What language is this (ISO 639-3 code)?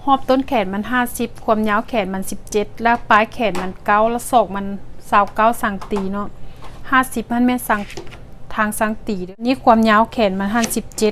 lao